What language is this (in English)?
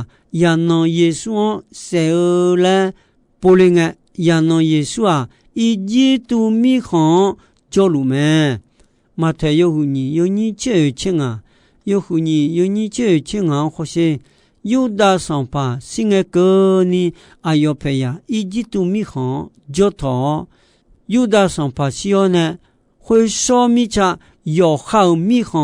Akha